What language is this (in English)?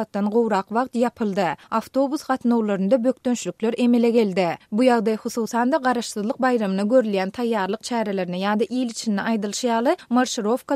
Turkmen